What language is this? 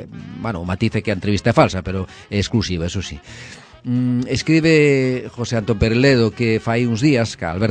Galician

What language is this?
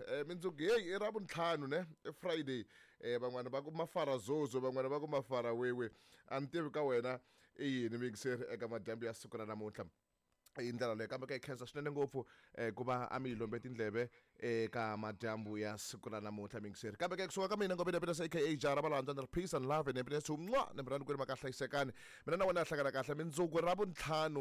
Tsonga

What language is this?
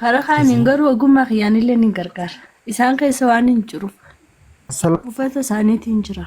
Oromo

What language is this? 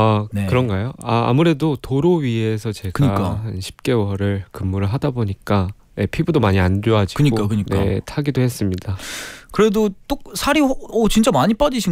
Korean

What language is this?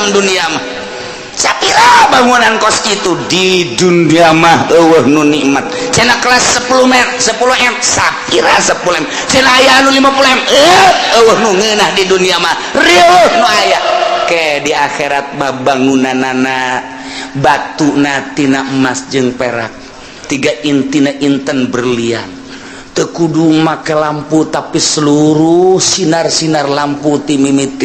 Sundanese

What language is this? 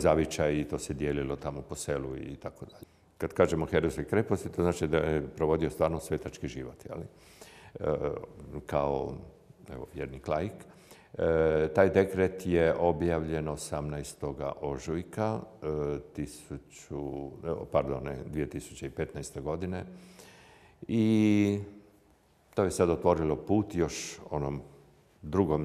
Croatian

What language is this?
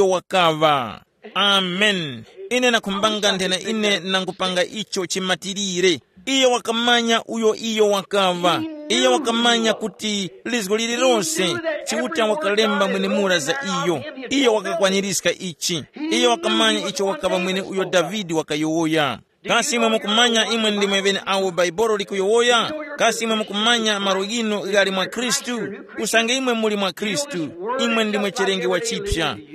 Tumbuka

